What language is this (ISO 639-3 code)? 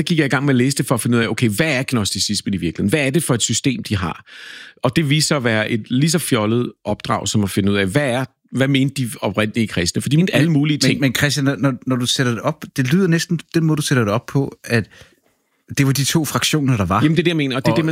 dan